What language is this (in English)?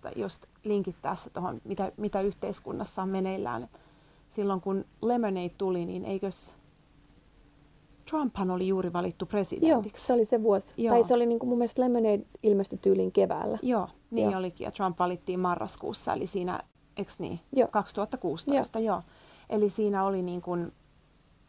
Finnish